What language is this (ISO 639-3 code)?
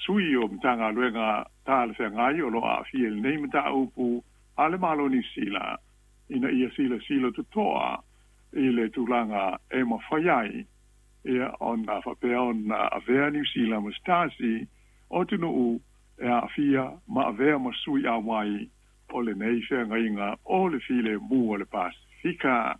smo